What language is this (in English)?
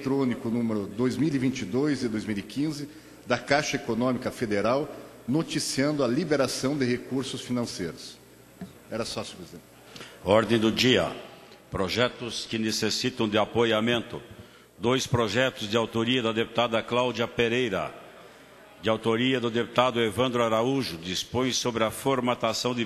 Portuguese